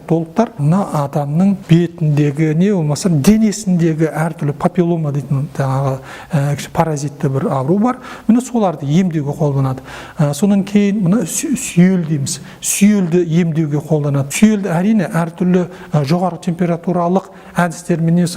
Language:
Kazakh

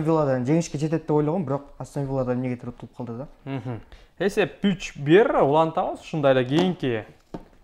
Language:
Kyrgyz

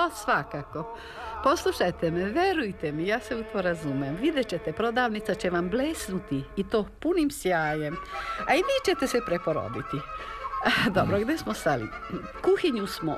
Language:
Serbian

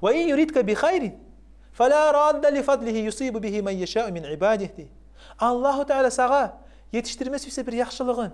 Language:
Kumyk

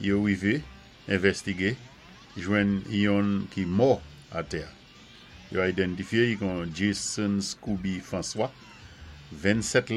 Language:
Saint Lucian Creole French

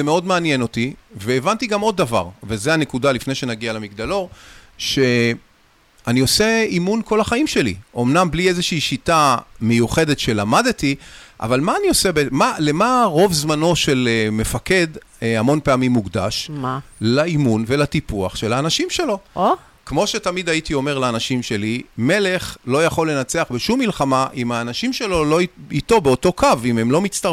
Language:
Hebrew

